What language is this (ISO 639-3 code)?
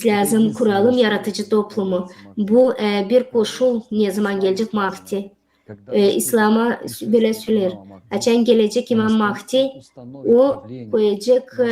gag